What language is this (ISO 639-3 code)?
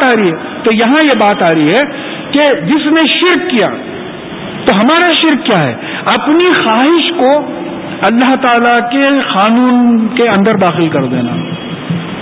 urd